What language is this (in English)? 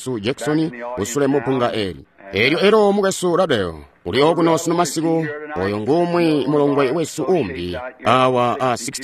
Tonga (Zambia)